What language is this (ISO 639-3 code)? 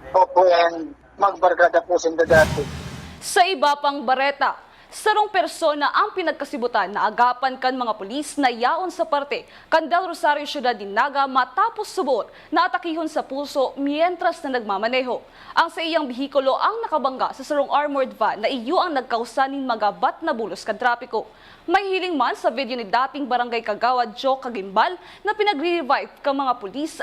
bik